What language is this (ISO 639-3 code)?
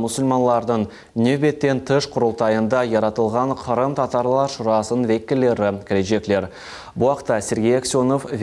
crh